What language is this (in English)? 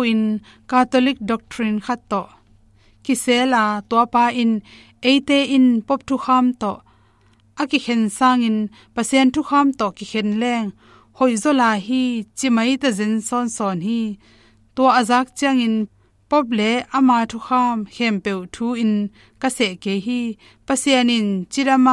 Tedim Chin